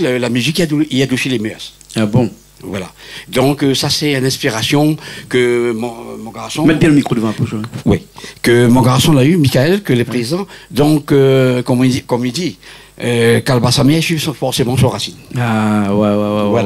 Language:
Réunion Creole French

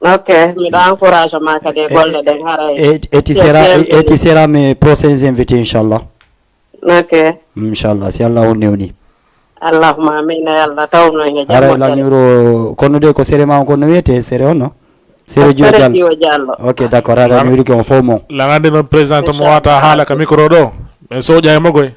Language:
Fula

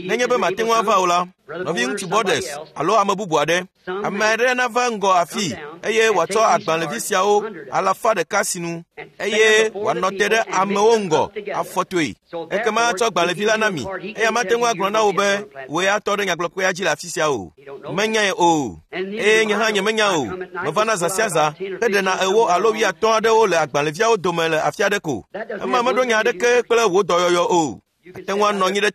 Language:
Ewe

